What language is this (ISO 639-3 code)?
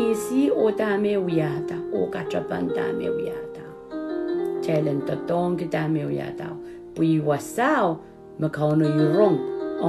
pon